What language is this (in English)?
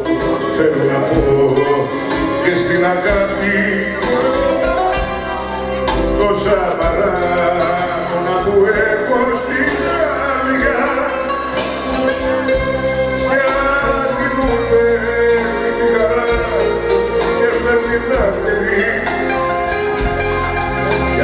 Greek